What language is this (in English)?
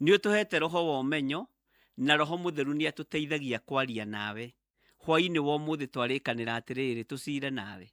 Kikuyu